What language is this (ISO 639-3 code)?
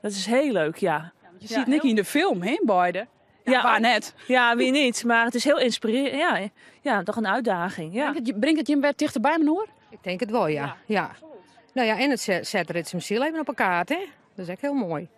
fry